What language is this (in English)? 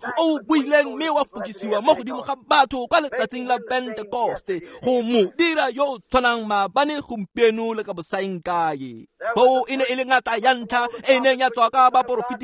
Tswana